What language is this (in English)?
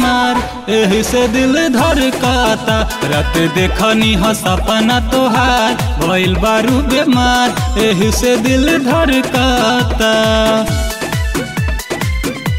Bhojpuri